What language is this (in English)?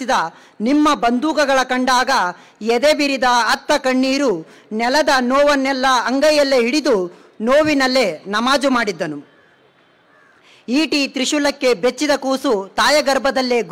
Kannada